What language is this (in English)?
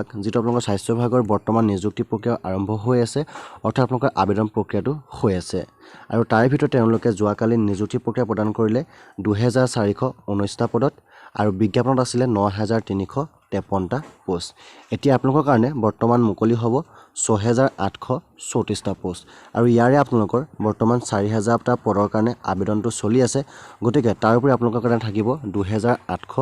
Assamese